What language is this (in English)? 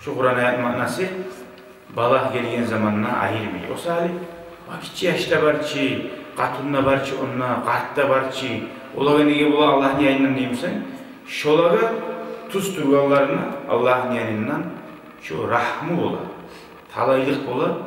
Kumyk